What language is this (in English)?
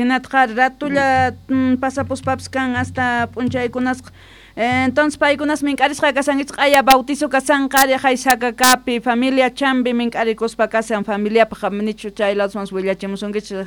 Quechua